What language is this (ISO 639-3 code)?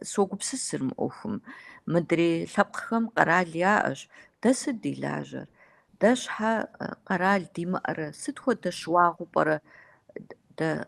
kbd